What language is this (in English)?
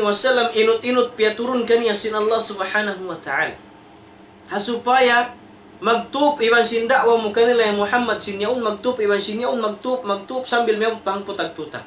Tausug